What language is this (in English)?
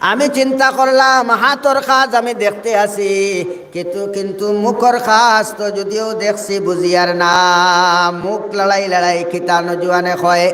Sylheti